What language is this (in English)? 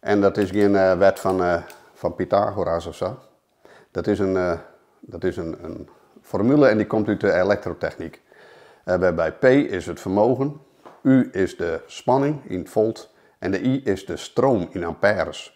Western Frisian